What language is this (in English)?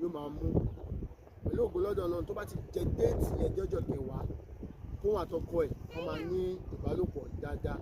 Yoruba